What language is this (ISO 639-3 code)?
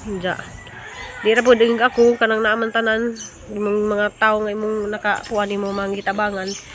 ceb